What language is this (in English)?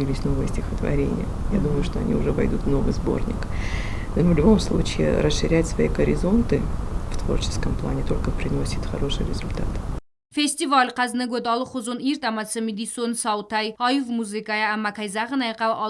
Ossetic